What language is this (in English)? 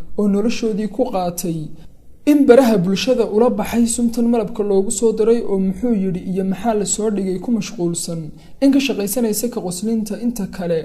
Somali